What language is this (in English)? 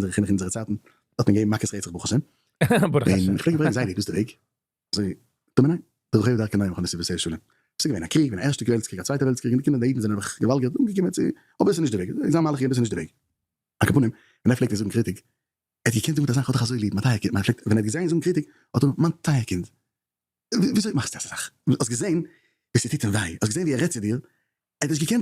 Yiddish